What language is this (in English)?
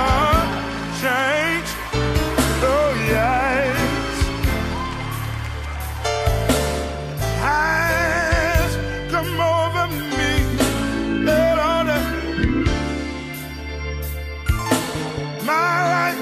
English